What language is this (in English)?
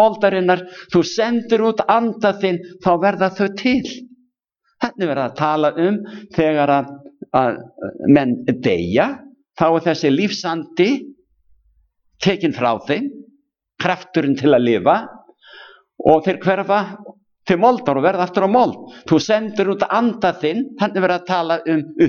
Icelandic